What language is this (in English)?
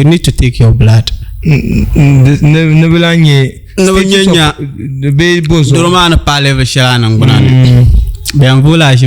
Dagbani